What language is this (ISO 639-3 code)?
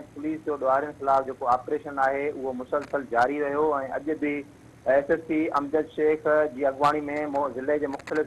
snd